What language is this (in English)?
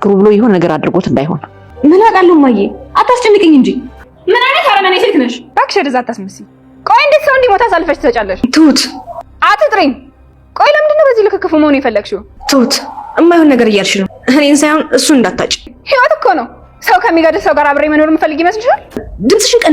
Amharic